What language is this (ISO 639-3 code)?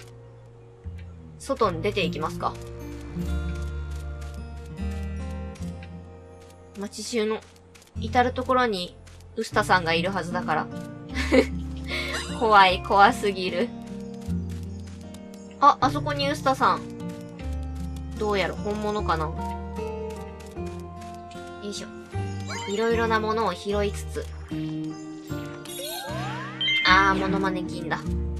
jpn